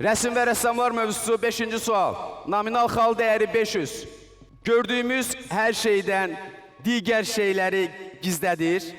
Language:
Azerbaijani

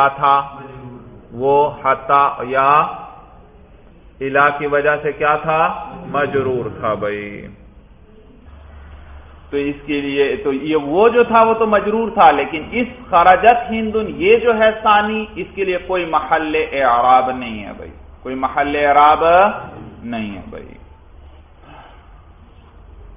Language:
Urdu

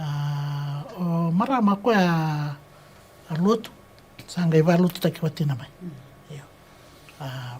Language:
Fijian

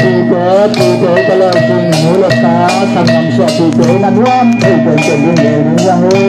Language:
Tedim Chin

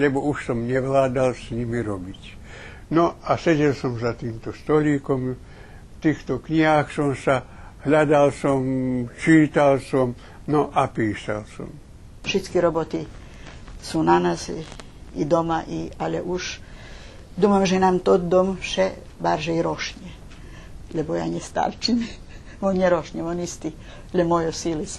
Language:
Rusyn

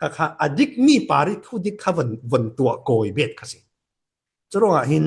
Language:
Falam Chin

